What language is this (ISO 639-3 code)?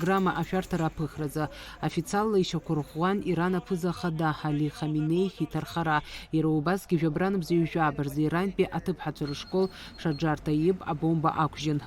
abk